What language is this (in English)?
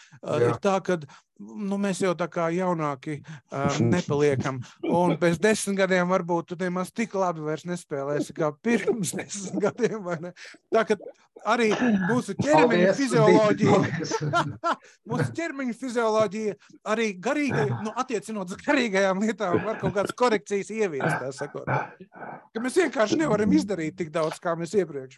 Latvian